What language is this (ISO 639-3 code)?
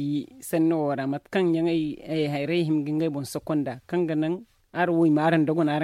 dje